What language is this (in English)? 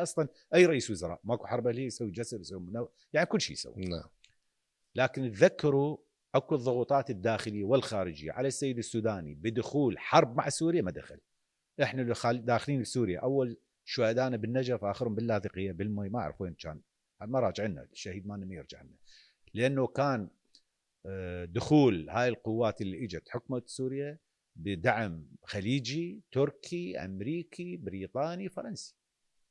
Mesopotamian Arabic